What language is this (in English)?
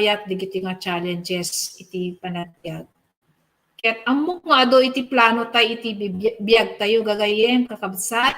Iloko